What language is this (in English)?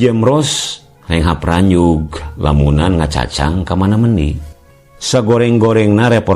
Sundanese